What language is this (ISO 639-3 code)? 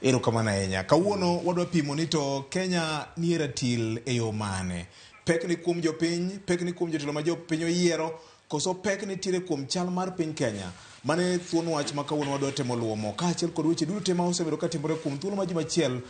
luo